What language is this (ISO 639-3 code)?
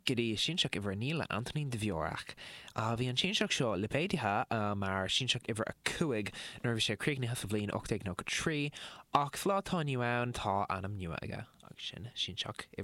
gle